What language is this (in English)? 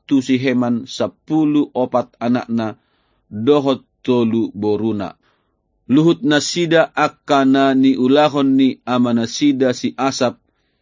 Batak Toba